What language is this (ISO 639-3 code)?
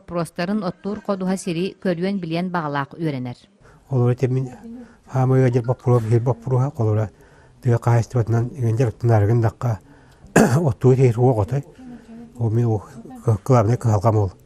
sah